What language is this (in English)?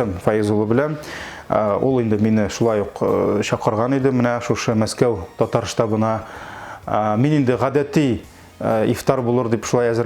Tatar